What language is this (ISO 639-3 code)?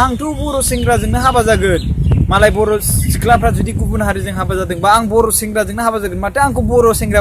brx